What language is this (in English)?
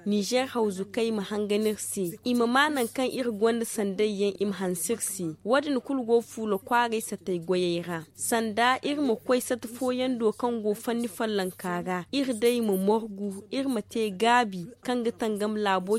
Zarma